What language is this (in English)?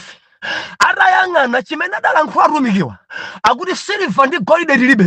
Nyanja